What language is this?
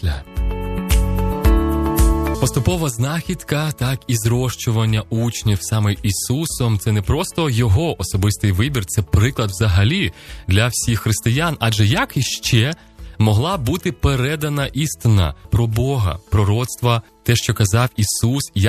Ukrainian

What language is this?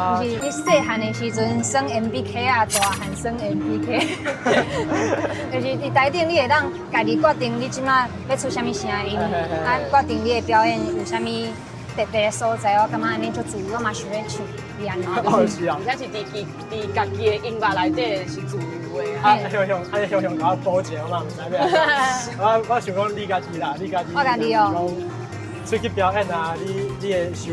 Min Nan Chinese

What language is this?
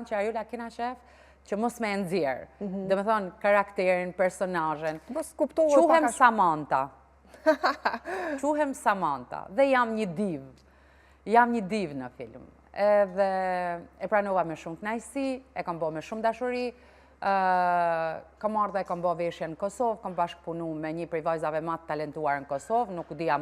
Albanian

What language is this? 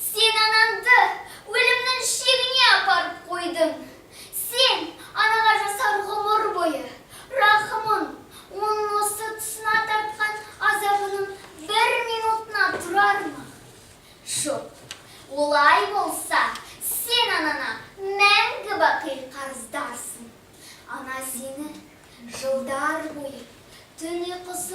Kazakh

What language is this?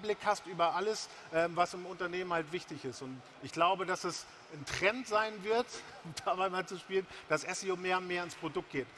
German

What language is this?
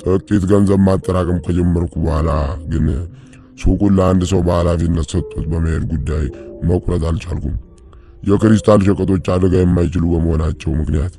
Amharic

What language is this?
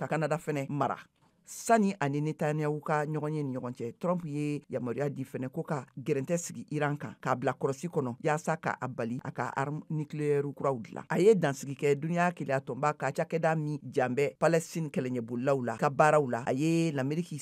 Bambara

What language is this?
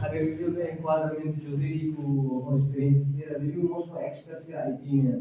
Tetum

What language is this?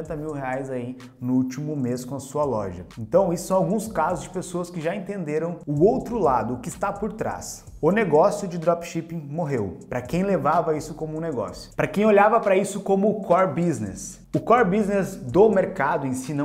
Portuguese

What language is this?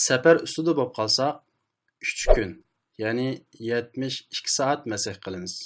Uyghur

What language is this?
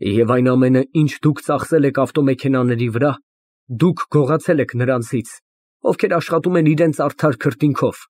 Armenian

